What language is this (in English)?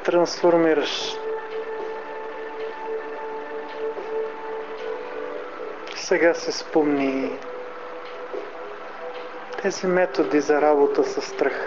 Bulgarian